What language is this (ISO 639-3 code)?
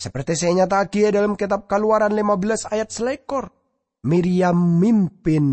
mad